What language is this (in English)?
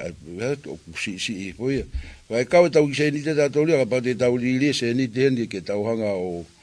Tongan